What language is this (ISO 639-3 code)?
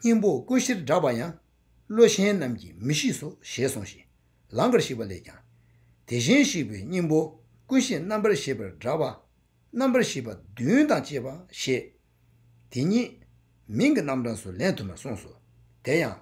bod